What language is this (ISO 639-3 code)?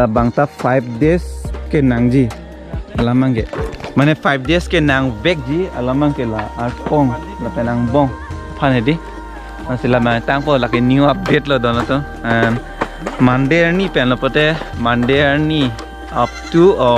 mjw